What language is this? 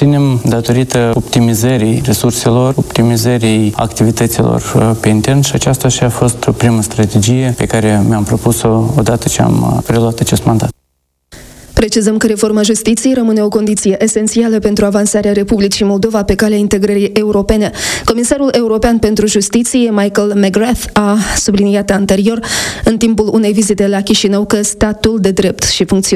Romanian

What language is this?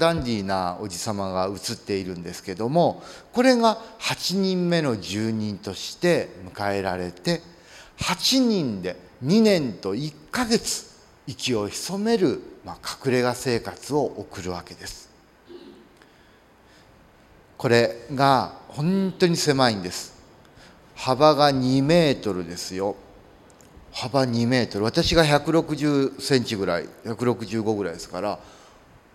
Japanese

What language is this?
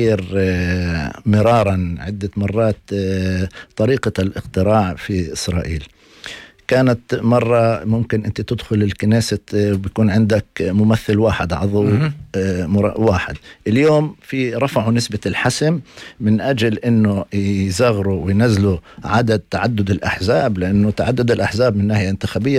North Levantine Arabic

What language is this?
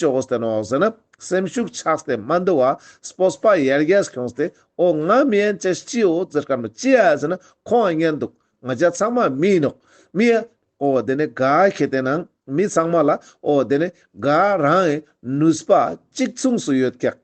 Ladakhi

